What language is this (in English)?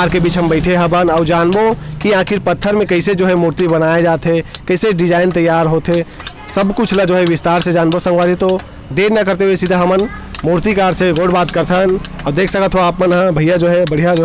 Chhattisgarhi